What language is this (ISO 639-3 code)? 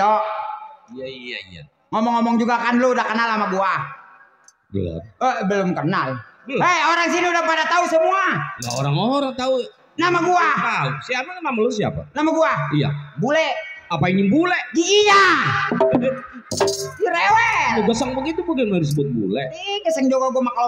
bew